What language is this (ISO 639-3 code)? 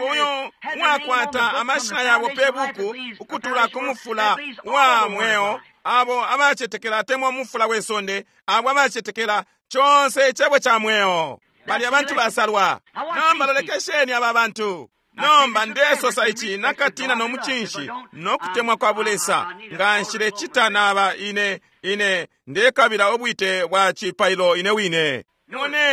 bem